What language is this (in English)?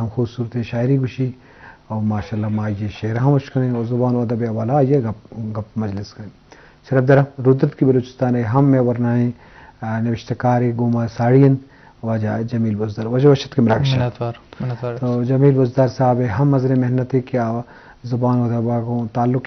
Eastern Balochi